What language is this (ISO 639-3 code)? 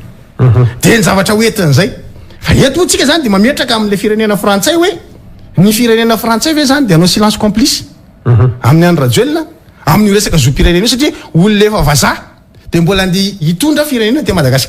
mlg